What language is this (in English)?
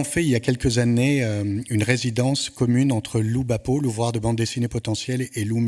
French